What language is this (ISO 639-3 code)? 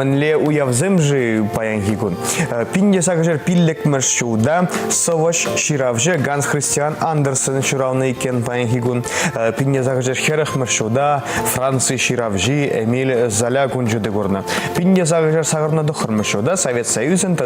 chv